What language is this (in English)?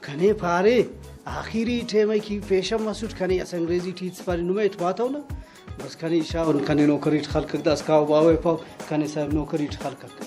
Brahui